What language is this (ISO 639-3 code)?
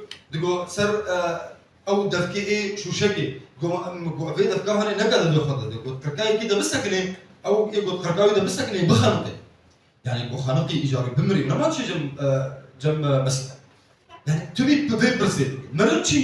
kur